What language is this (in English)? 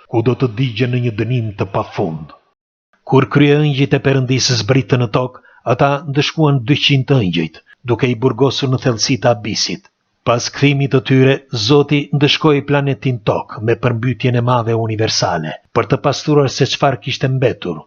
Albanian